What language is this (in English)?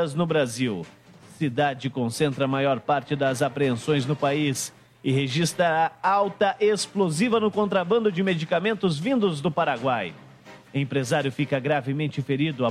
Portuguese